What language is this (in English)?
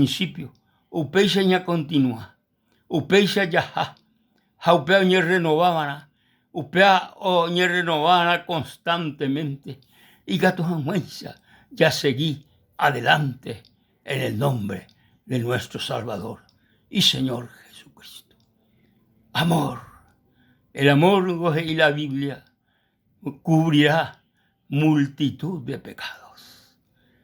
Guarani